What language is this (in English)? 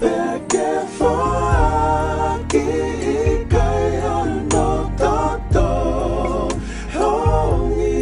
Tongan